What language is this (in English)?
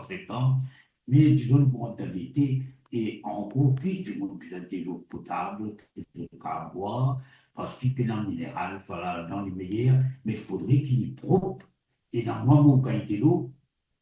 Morisyen